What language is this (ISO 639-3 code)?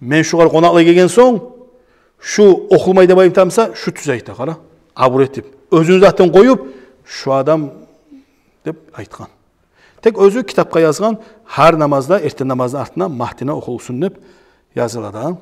kum